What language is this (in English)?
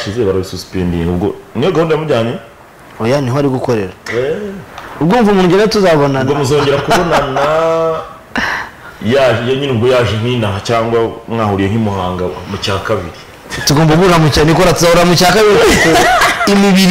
Kinyarwanda